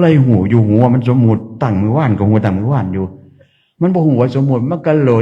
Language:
Northeastern Thai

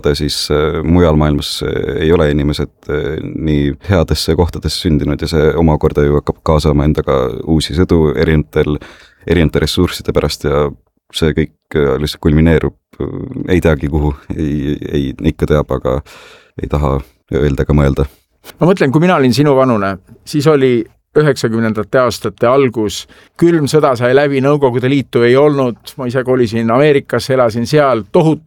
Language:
Estonian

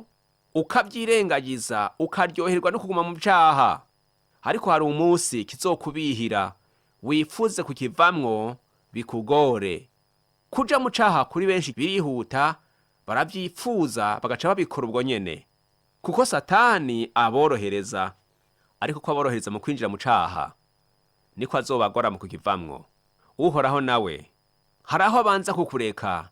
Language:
Rundi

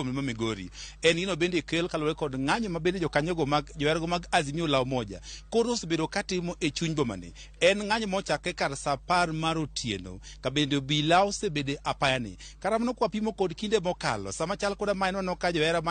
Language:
Luo (Kenya and Tanzania)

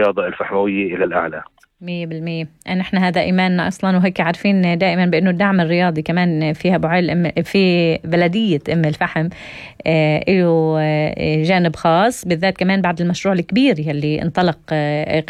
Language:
North Levantine Arabic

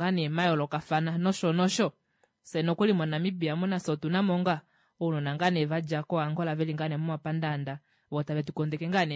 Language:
Kuanyama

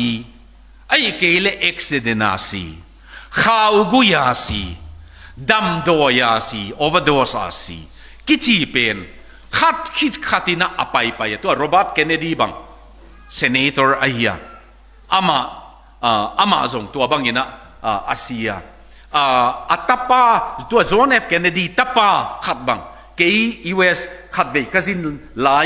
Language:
Tedim Chin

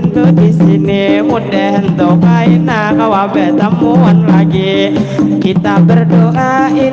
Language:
Banjar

